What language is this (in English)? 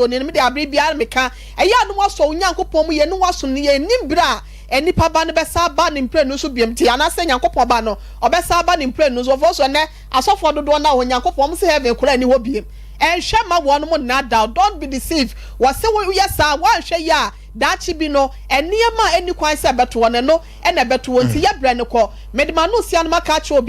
Akan